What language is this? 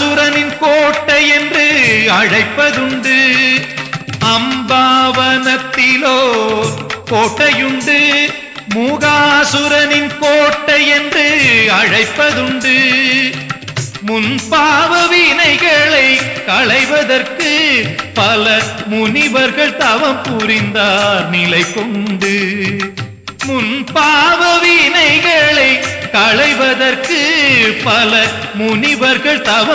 Tamil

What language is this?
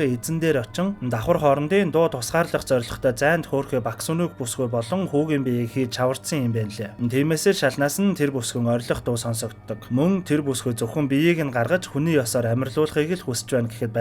Mongolian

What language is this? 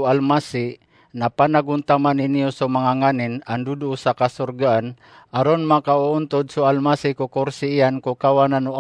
Maranao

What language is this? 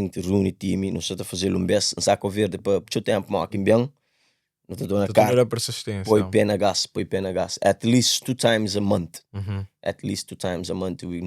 Kabuverdianu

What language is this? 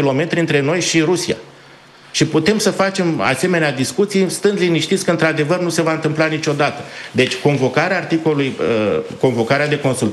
Romanian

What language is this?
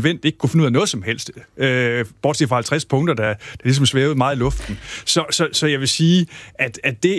Danish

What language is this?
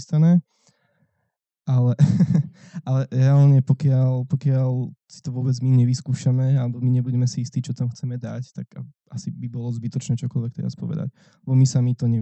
Slovak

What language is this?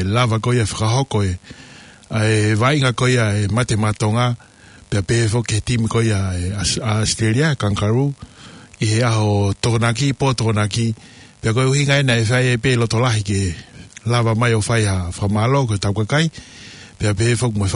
Tongan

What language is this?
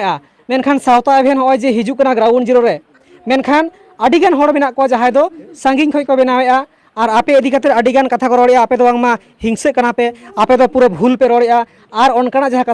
Santali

